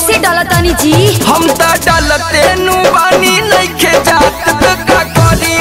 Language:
Bhojpuri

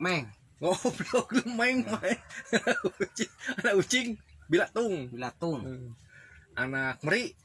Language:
Sundanese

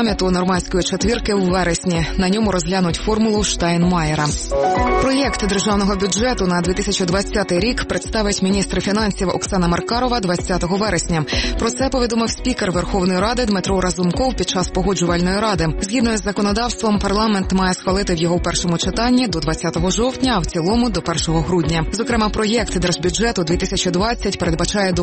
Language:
Ukrainian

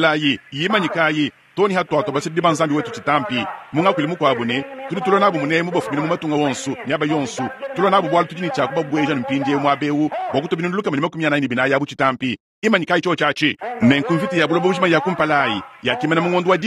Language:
Luba-Lulua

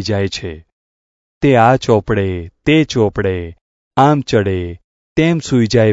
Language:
Gujarati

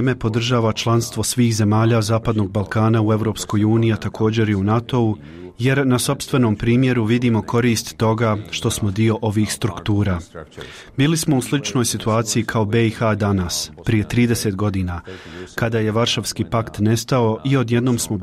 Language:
Bosnian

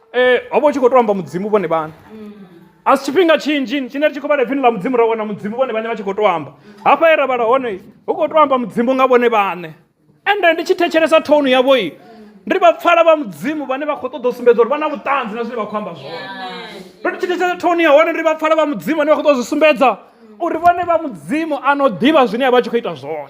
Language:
Venda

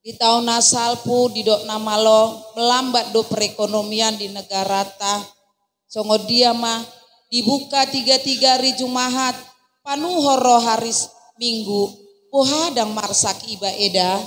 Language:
Batak Toba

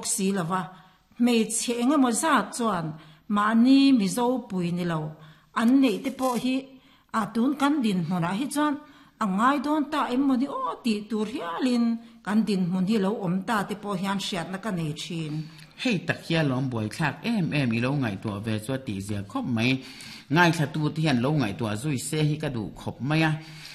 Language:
Mizo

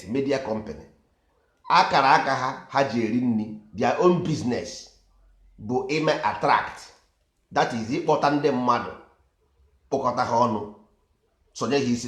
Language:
Igbo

